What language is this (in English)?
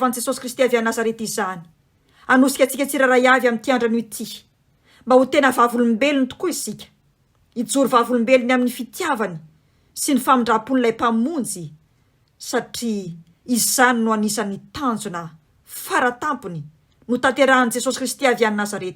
Malagasy